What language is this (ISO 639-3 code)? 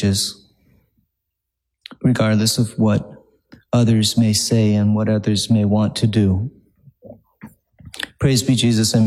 eng